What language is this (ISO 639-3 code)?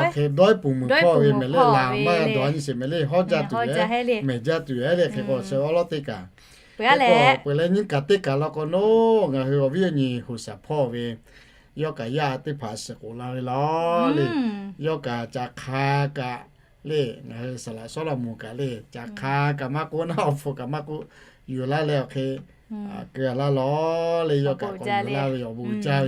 lhu